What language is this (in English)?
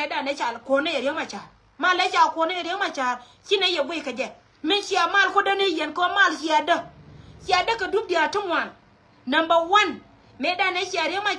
Nuer